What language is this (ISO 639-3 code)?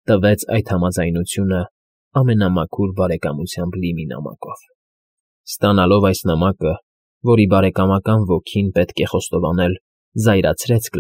hye